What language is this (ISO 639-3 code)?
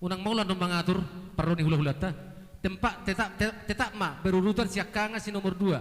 bbc